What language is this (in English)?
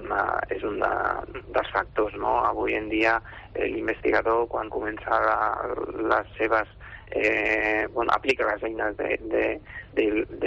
Catalan